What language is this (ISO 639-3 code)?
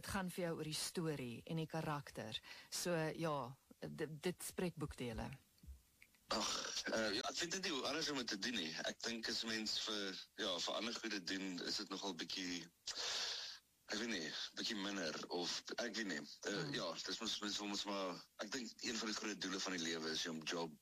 afr